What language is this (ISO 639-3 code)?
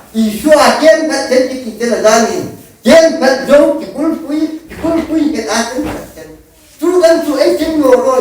hmr